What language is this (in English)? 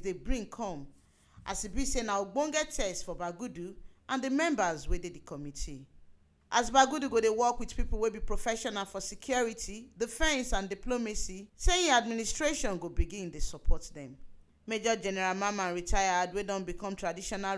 Nigerian Pidgin